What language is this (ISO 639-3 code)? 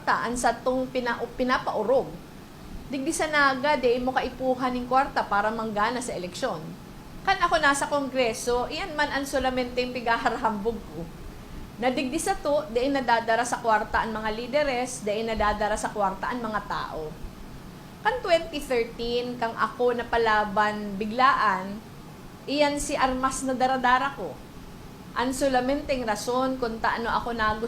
bik